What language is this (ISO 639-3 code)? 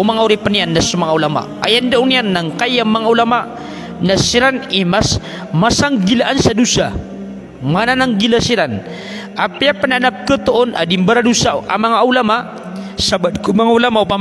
mrw